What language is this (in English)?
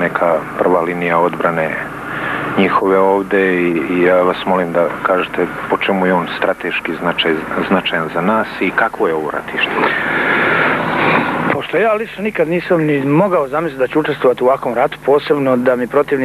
Bosnian